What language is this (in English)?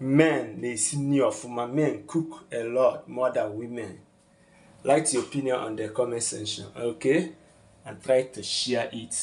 Igbo